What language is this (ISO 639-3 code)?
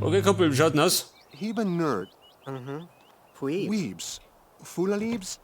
bar